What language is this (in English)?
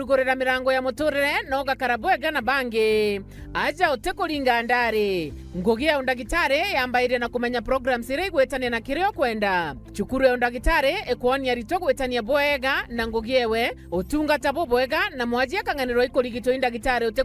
Meru